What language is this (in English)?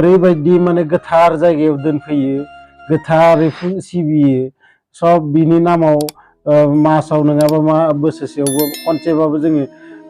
Bodo